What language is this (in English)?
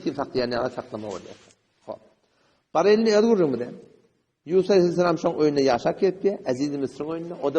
Turkmen